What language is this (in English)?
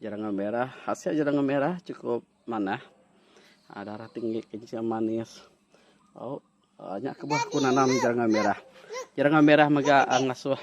Iban